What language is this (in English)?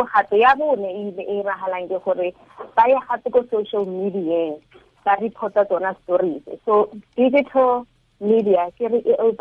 Tswana